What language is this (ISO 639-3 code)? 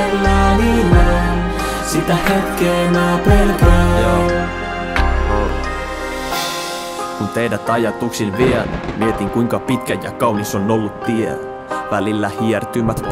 fin